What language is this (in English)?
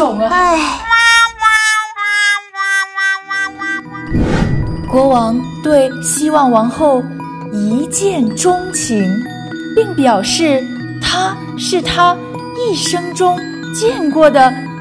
Chinese